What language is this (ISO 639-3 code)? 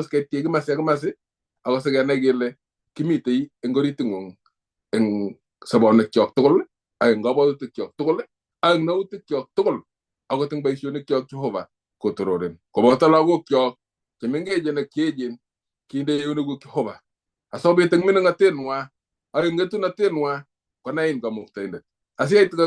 kln